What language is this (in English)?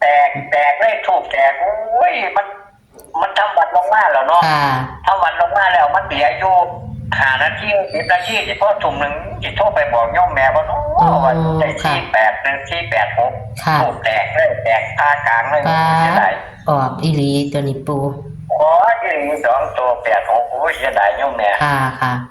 Northeastern Thai